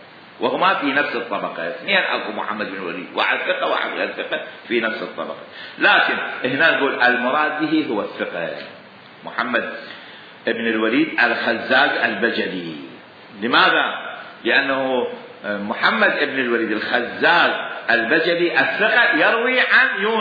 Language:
Mesopotamian Arabic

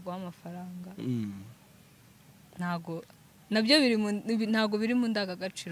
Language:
Kinyarwanda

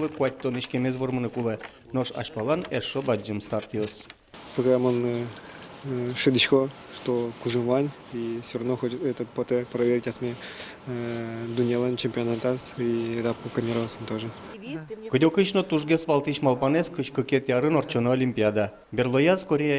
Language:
Udmurt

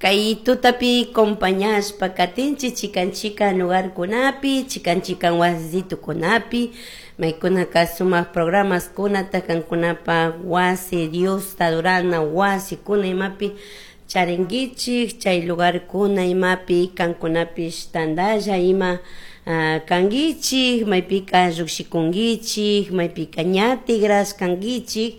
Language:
Chimborazo Highland Quichua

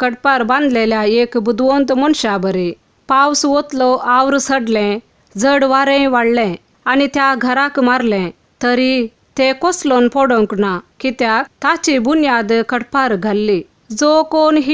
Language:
Konkani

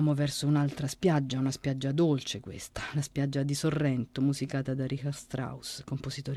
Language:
Italian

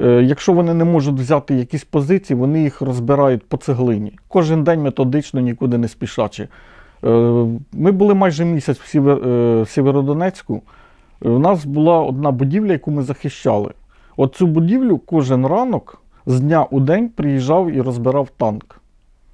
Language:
Ukrainian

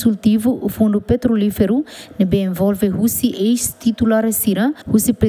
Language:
Tetum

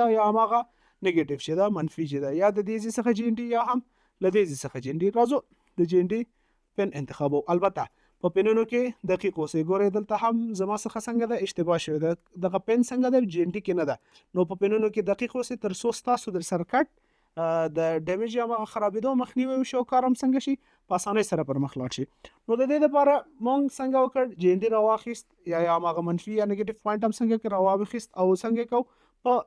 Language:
Pashto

